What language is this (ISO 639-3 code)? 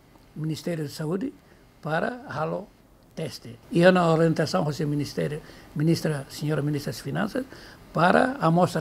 tet